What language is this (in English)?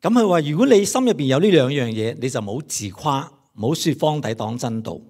Cantonese